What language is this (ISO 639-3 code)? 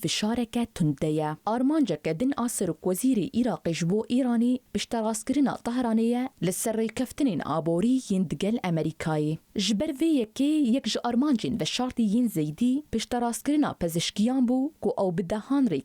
kur